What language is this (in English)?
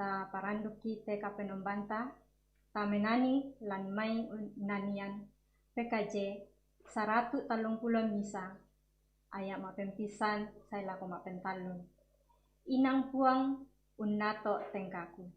Toraja-Sa'dan